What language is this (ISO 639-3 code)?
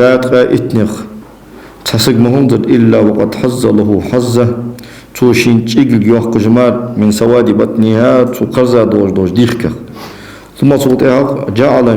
inh